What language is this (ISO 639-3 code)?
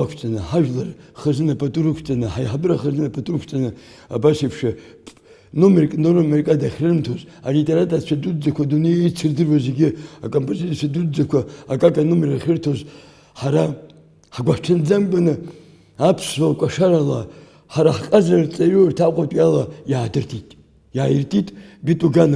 abk